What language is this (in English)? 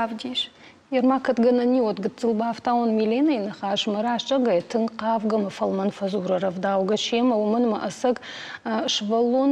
Ossetic